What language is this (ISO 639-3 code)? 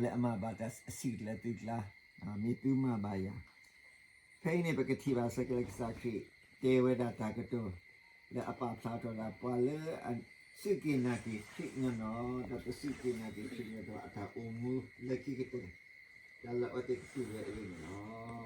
ksw